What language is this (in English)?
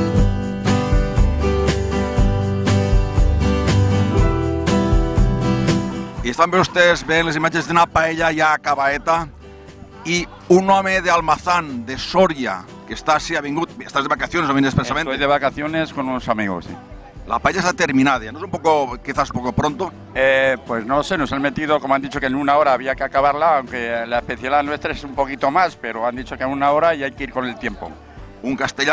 Catalan